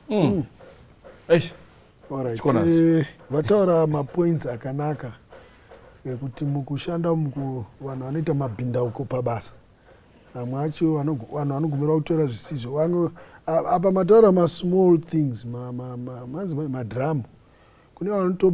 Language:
Shona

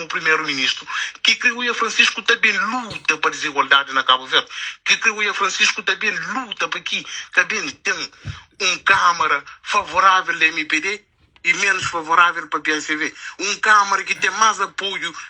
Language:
Kabuverdianu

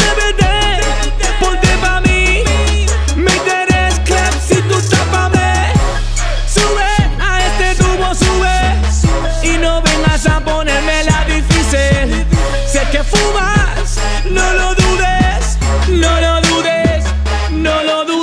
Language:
Spanish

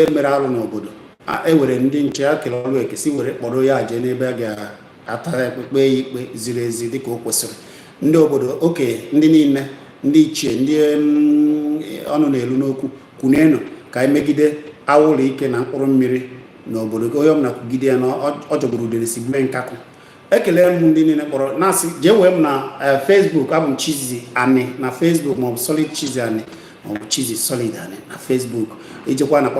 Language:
Igbo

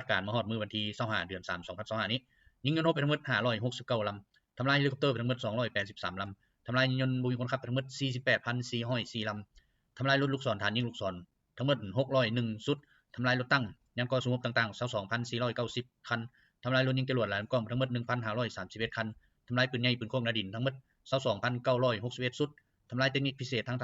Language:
Lao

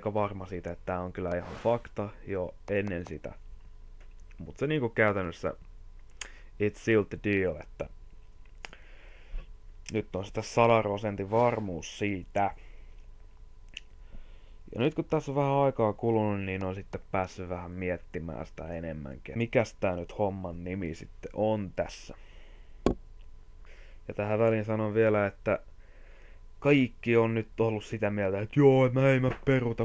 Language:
Finnish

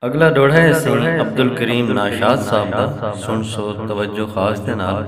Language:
Saraiki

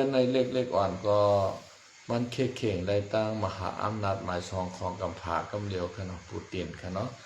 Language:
Shan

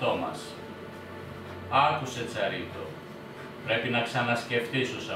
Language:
Greek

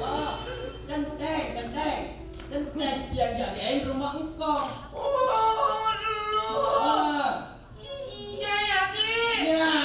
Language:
Betawi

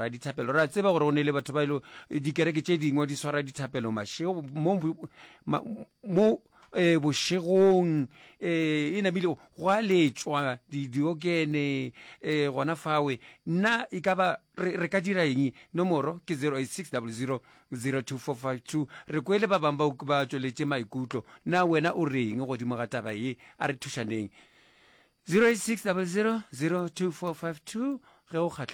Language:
Northern Sotho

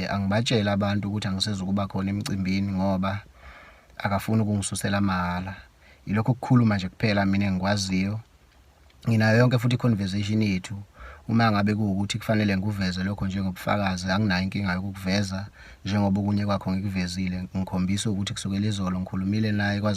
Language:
Zulu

